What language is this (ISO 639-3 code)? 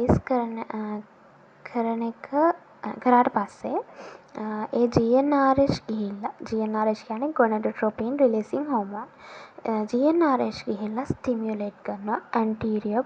sin